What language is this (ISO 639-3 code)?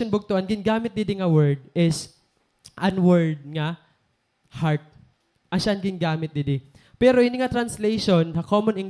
war